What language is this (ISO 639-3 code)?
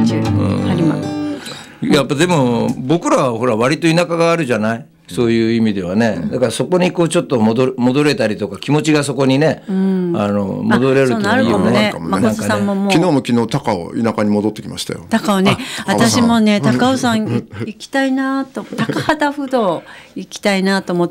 jpn